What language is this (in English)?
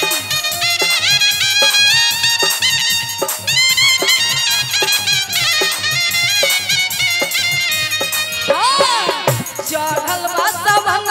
Bhojpuri